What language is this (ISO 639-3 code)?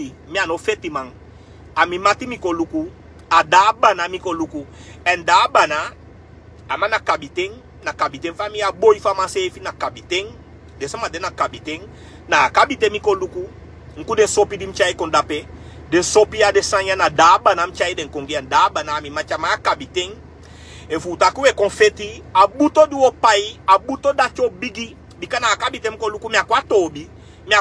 srn